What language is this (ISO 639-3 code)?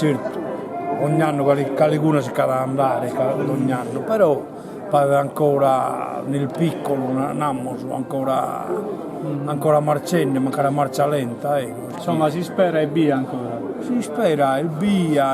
srd